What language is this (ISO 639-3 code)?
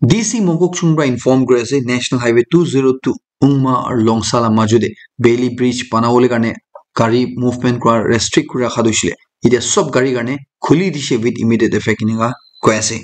nag